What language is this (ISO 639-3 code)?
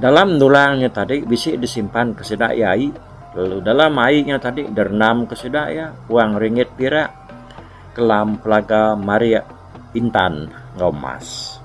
iba